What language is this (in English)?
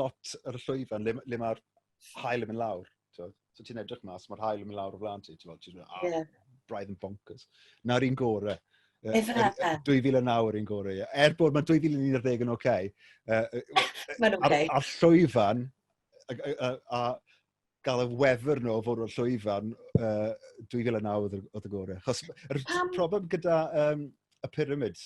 Welsh